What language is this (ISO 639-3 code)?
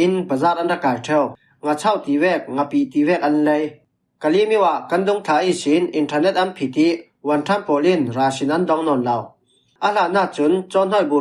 cfm